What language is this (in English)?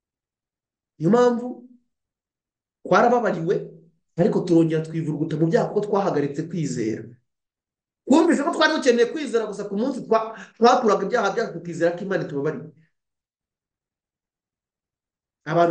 Kinyarwanda